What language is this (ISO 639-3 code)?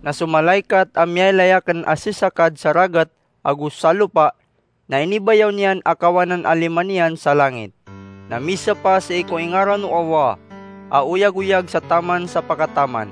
mrw